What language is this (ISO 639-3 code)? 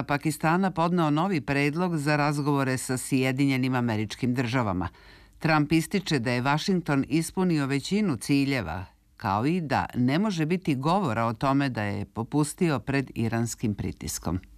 srp